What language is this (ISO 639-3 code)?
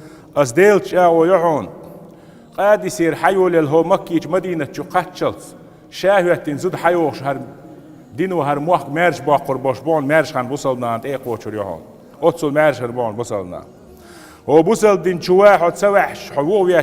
che